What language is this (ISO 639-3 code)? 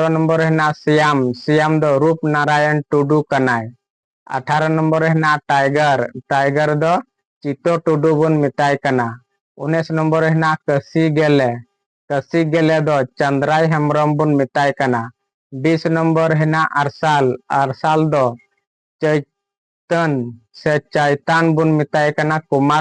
sat